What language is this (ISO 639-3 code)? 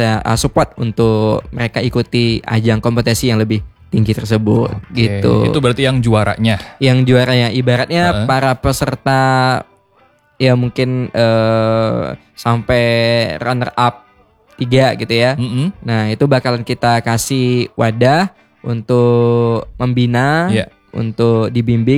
ind